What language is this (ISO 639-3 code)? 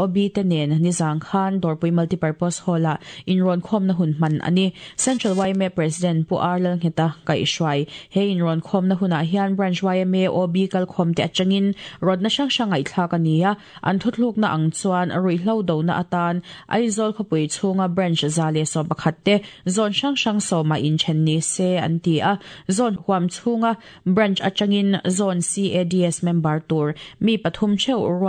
lus